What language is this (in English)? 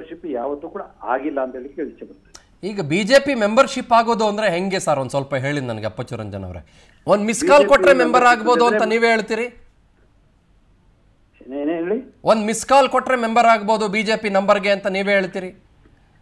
Kannada